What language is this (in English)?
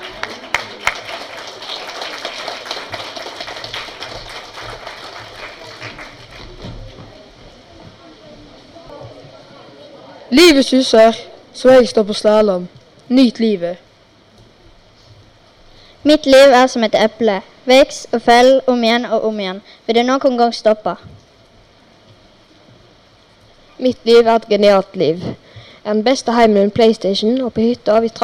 Norwegian